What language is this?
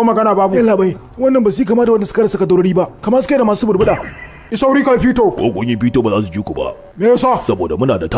Hausa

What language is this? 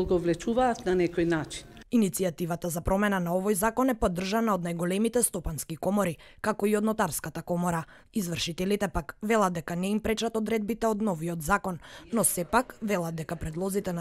Macedonian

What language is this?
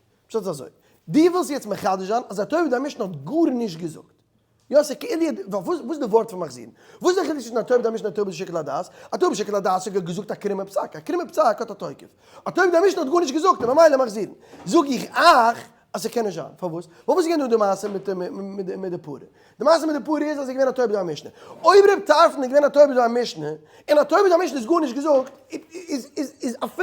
Yiddish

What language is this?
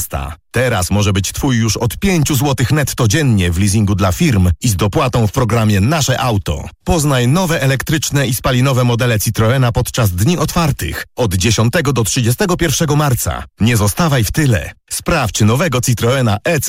Polish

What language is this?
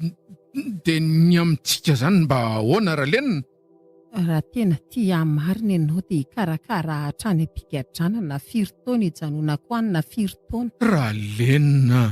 Malagasy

